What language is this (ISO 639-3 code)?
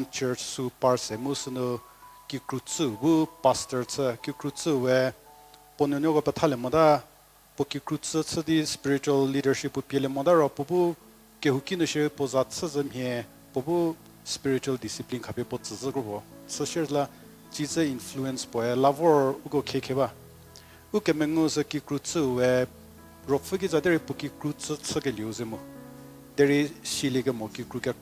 njm